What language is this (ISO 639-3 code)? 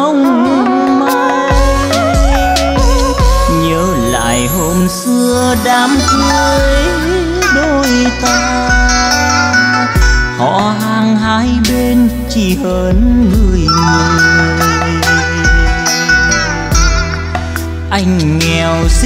vie